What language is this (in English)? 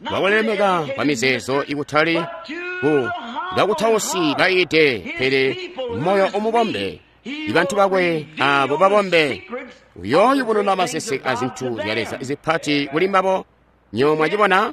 Tonga (Zambia)